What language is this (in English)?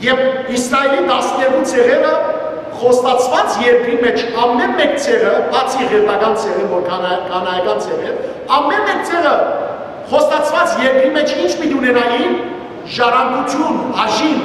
Western Armenian